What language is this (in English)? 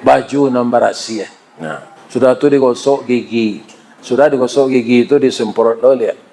Minangkabau